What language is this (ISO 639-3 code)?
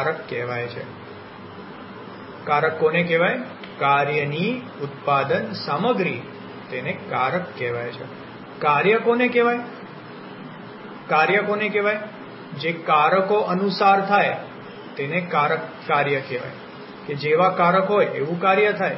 guj